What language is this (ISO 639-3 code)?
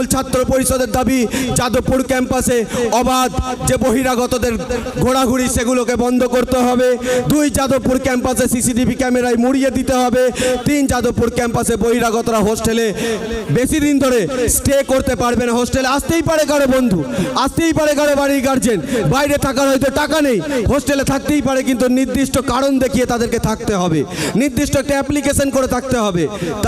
ben